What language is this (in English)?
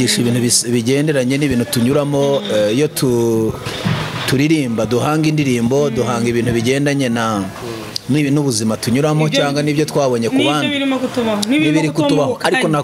Kinyarwanda